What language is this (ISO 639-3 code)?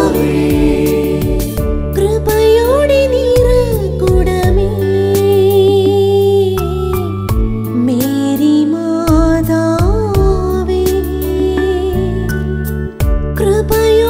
mal